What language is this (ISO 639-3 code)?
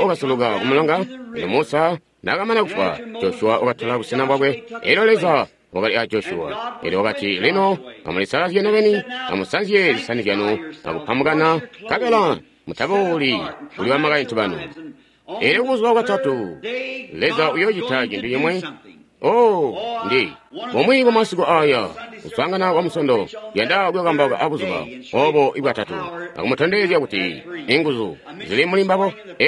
toi